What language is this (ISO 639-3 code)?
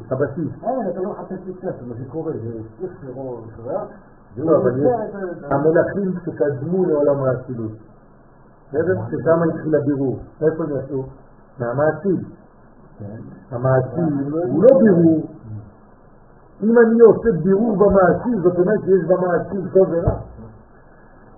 heb